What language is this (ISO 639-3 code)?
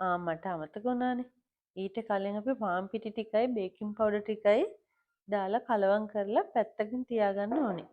sin